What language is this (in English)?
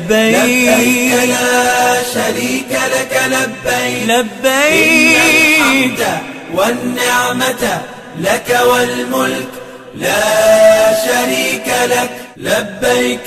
Fula